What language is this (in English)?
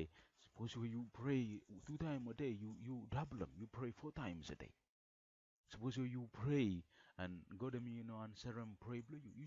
Bislama